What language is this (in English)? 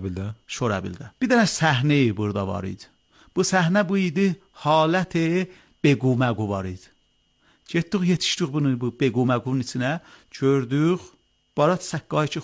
Azerbaijani